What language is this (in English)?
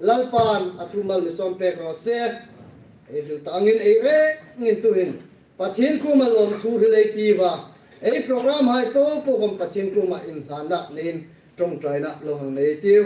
Hmar